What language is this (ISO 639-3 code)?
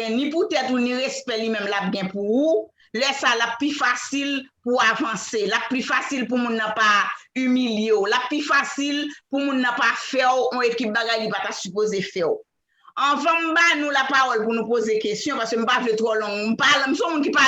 hat